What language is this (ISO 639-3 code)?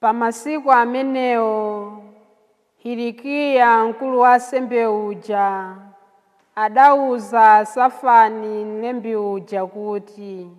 nya